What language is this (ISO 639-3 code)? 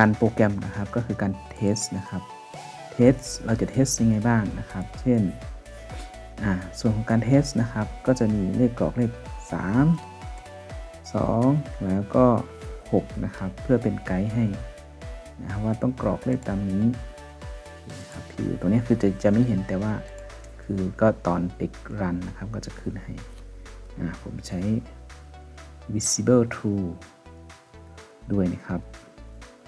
tha